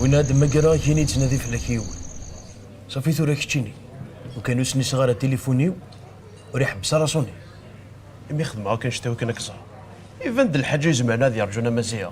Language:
Kabyle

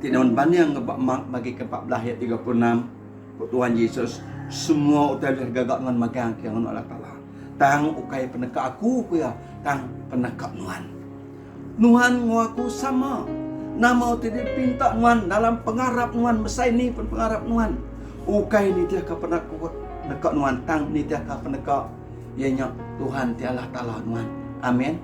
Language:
Iban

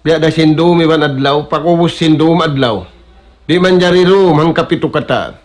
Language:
Tausug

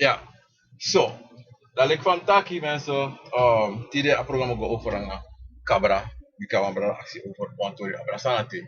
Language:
Sranan Tongo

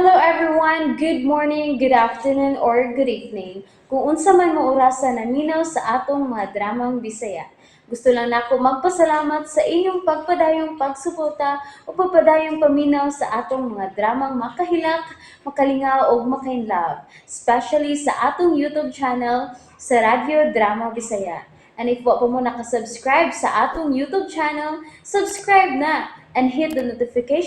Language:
Cebuano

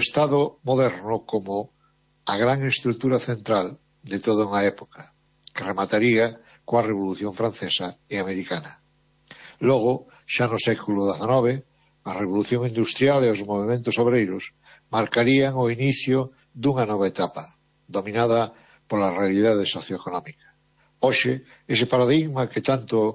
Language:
Galician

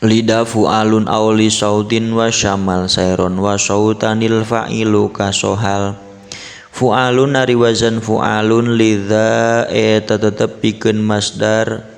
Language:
Sundanese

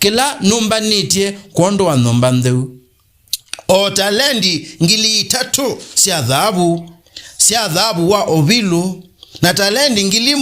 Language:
Kamba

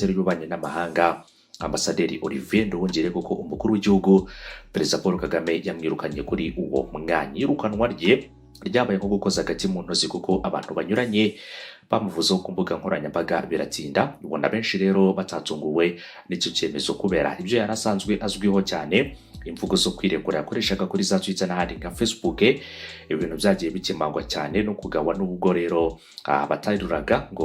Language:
Kinyarwanda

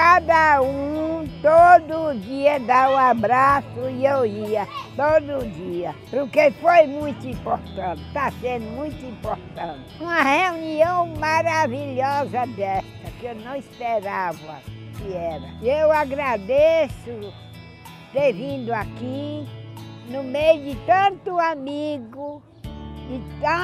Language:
Portuguese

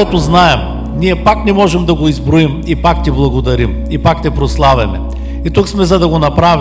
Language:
Bulgarian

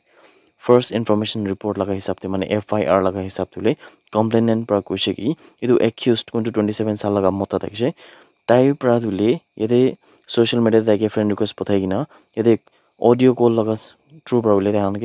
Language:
Naga Pidgin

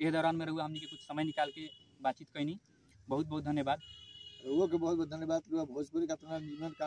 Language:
Bhojpuri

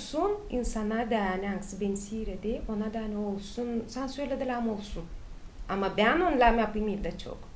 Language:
Gagauz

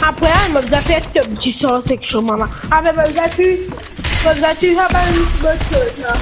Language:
Morisyen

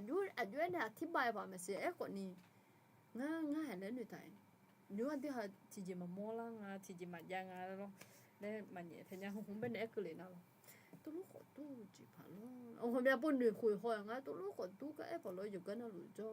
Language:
Akha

